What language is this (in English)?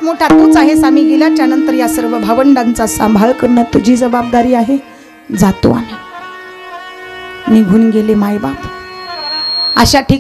Marathi